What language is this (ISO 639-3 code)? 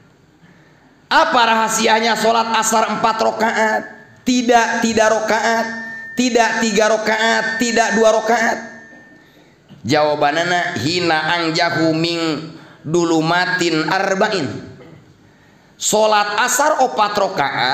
sun